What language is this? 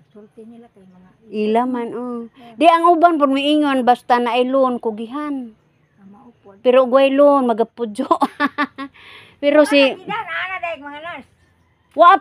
Cebuano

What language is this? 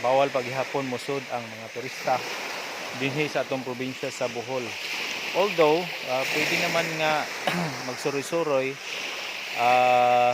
Cebuano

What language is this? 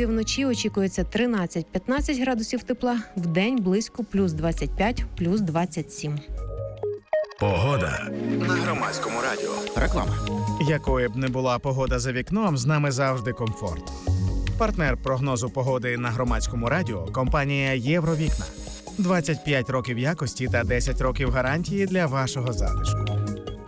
Ukrainian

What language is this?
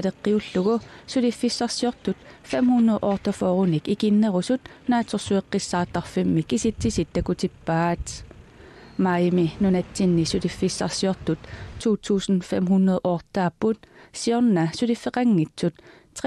Kalaallisut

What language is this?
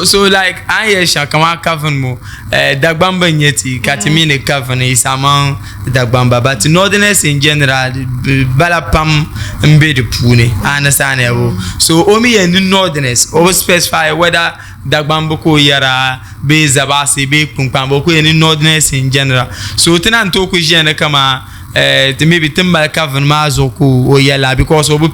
Dagbani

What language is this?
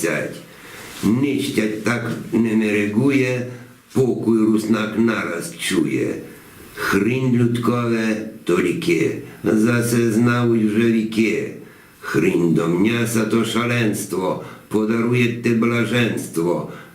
Rusyn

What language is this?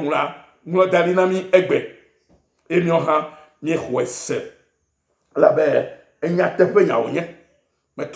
Ewe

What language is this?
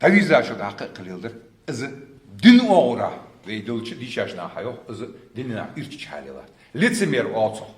Ingush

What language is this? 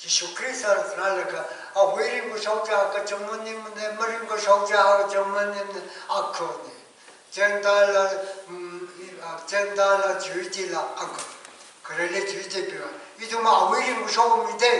Tangkhul Naga (India)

